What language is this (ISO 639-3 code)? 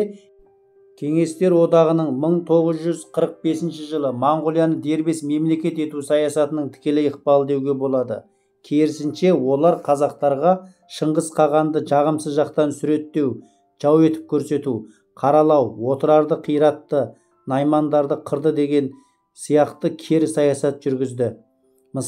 kaz